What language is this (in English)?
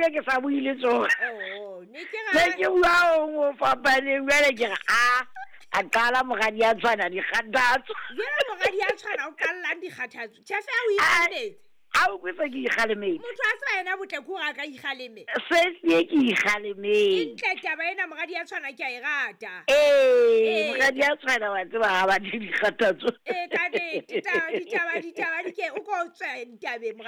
Southern Sotho